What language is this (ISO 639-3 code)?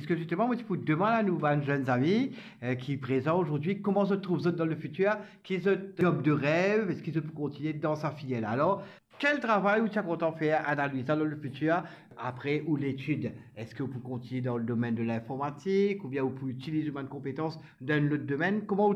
mfe